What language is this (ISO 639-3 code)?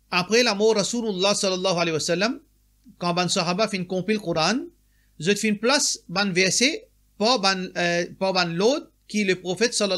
mfe